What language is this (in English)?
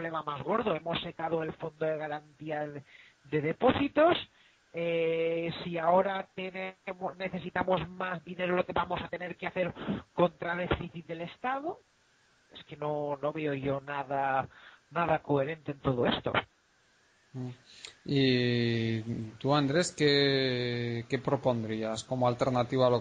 Spanish